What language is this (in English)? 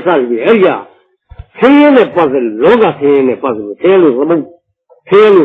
Burmese